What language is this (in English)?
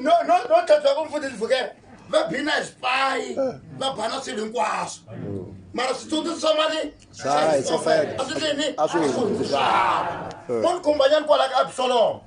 Tsonga